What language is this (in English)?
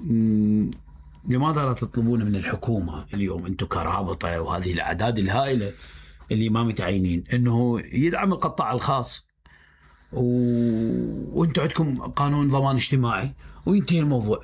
Mesopotamian Arabic